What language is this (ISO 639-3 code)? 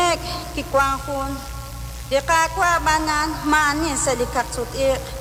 kek